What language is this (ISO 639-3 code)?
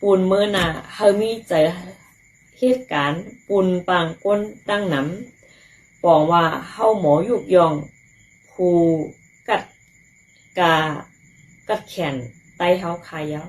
shn